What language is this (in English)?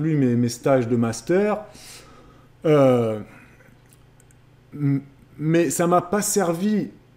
French